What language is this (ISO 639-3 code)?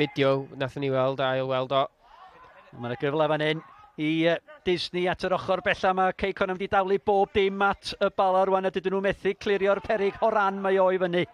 cym